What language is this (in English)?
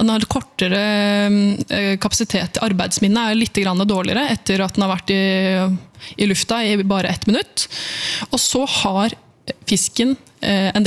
Norwegian